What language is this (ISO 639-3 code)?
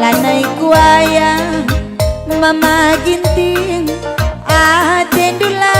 btx